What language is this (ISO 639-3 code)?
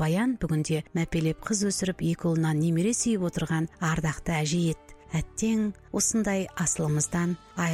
kaz